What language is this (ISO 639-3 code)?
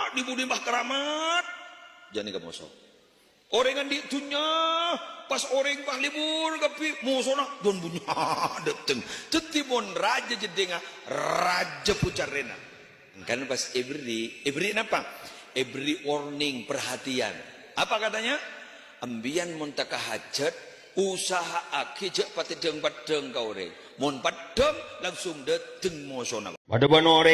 mad